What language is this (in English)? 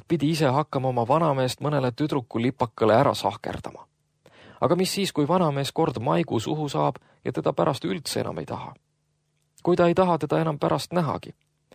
Estonian